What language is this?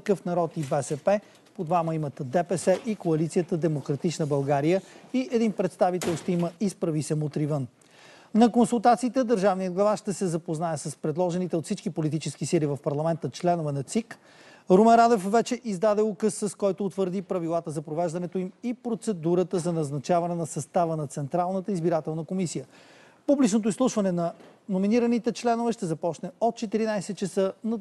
Bulgarian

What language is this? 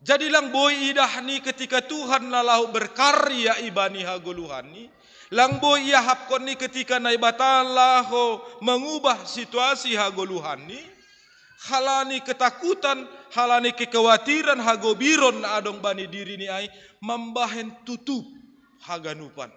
Batak Simalungun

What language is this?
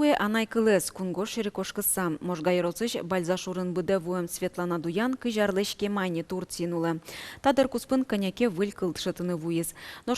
Udmurt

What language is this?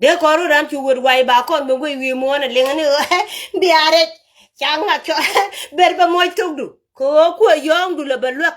Nuer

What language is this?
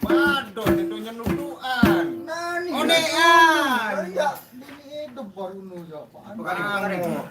Sasak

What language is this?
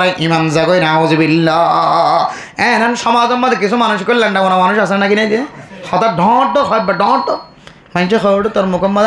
Rohingya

